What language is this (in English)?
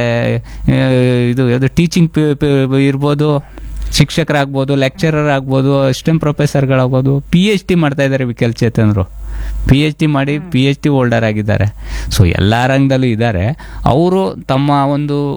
Kannada